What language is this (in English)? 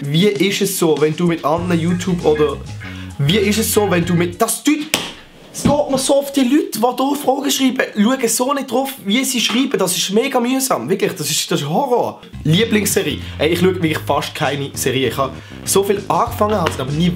Swiss German